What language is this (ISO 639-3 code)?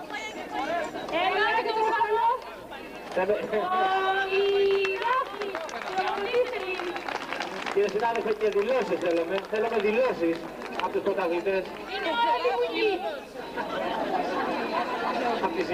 ell